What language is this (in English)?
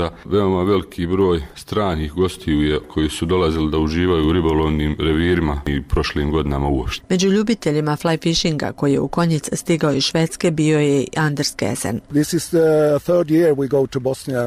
Bosnian